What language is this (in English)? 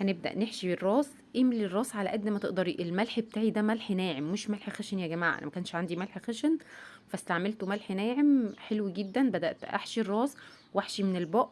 Egyptian Arabic